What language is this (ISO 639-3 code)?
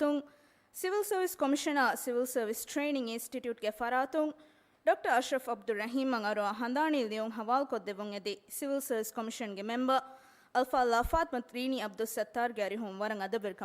div